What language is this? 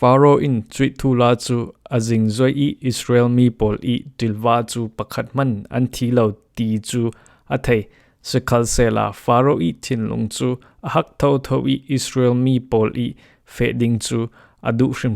Falam Chin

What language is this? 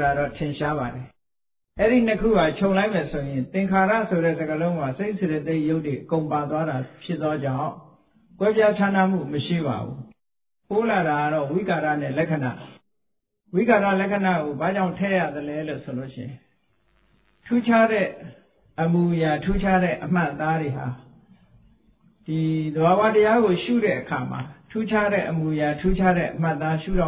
Burmese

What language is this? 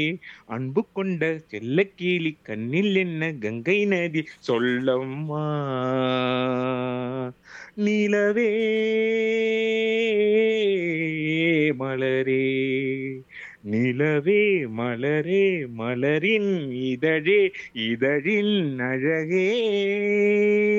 Tamil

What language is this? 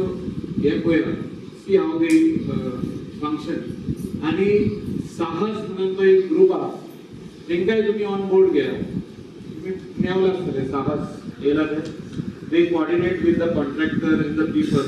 Konkani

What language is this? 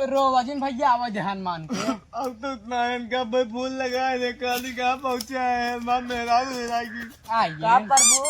Awadhi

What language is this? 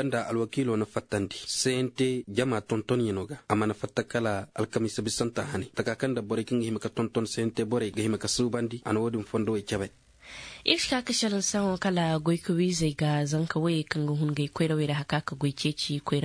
Koyraboro Senni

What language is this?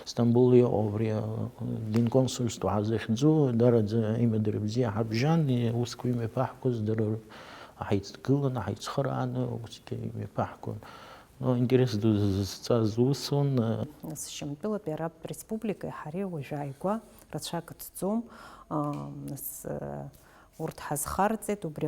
Abkhazian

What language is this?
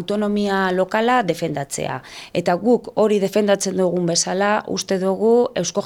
Basque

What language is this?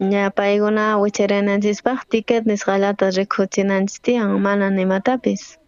South Bolivian Quechua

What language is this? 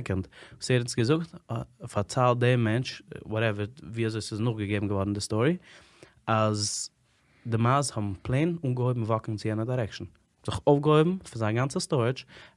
Yiddish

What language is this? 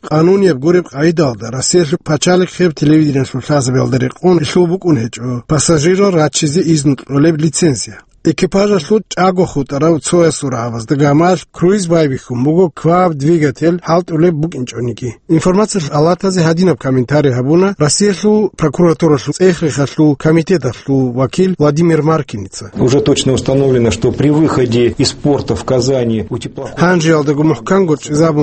Avaric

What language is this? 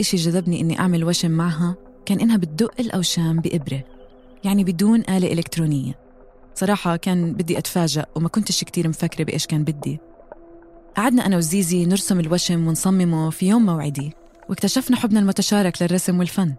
North Levantine Arabic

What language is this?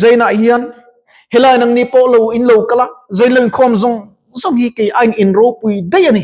Mizo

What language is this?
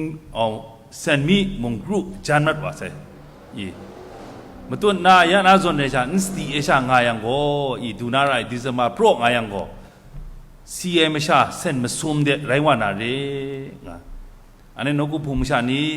Kachin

